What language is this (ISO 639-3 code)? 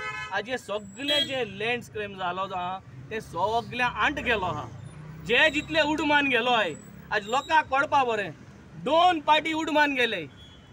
kok